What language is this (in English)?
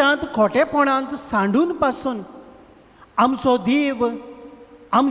Konkani